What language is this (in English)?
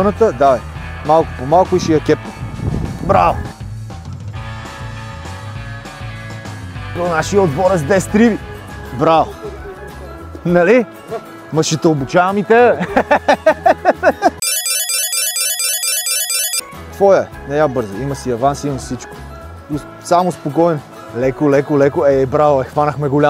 Bulgarian